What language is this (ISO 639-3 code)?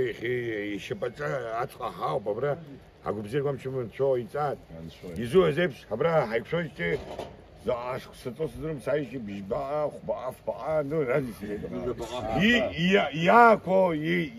abk